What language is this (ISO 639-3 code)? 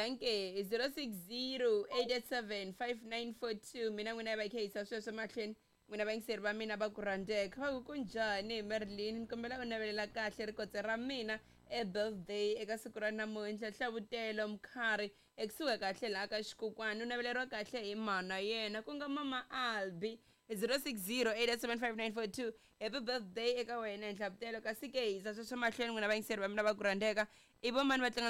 tso